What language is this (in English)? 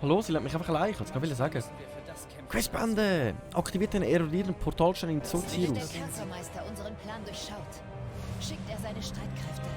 Swiss German